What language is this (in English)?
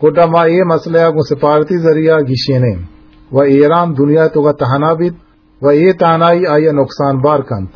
Eastern Balochi